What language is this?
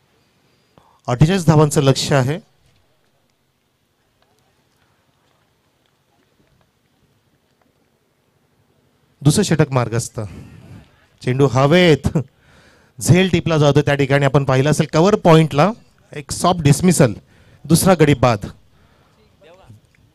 Marathi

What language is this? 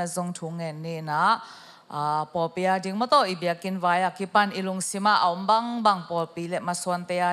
Tedim Chin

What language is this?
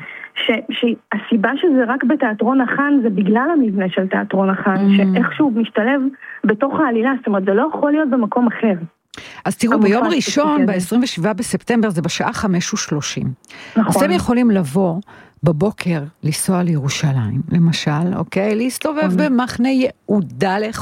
Hebrew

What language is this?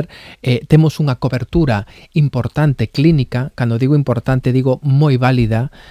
Galician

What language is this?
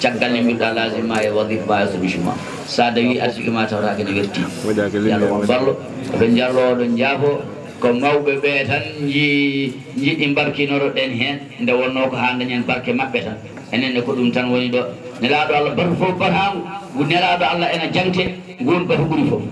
Fula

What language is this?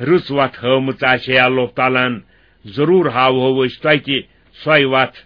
Kashmiri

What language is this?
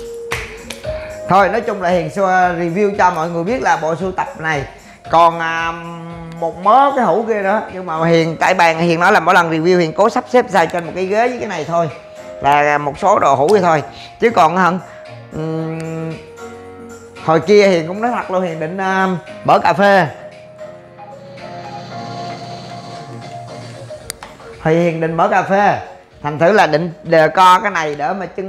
Vietnamese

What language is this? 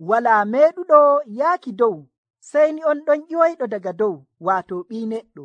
Nigerian Fulfulde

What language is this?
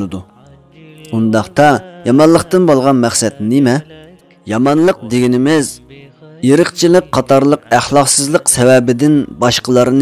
Uyghur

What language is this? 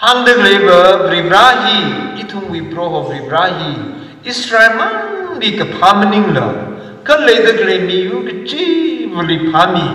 Tangkhul Naga (India)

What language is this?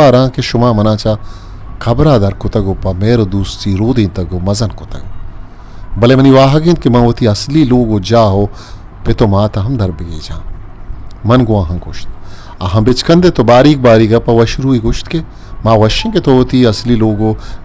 Eastern Balochi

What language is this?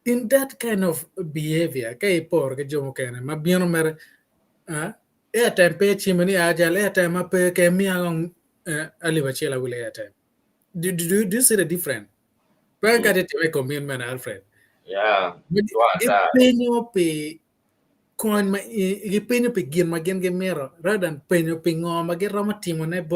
Acoli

